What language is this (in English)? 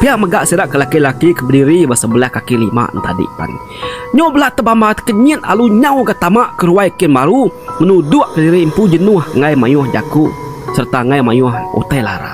Iban